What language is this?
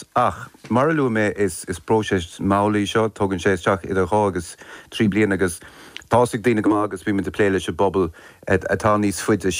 Irish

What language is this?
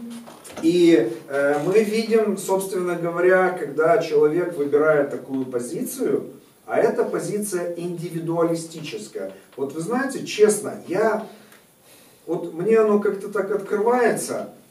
Russian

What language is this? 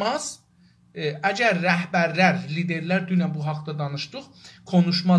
South Azerbaijani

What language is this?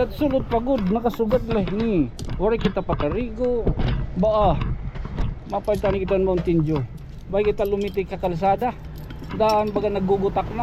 Waray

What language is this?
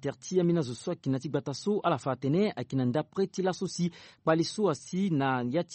Sango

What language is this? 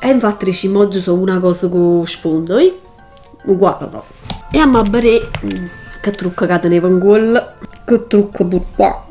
Neapolitan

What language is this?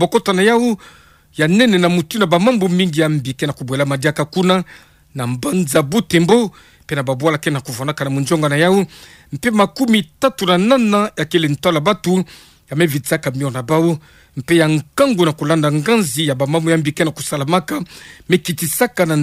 Kituba (Democratic Republic of Congo)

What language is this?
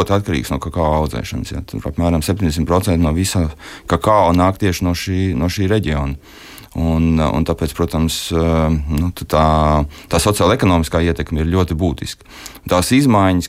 Latvian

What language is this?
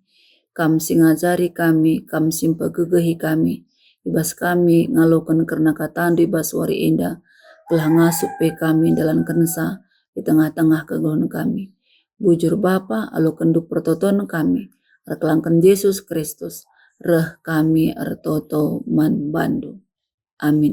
Batak Karo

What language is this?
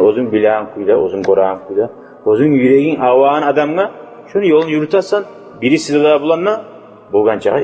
Kumyk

